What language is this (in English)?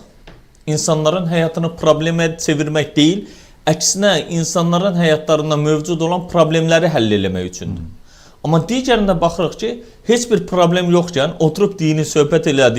Azerbaijani